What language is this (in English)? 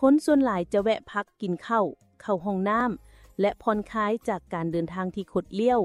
Lao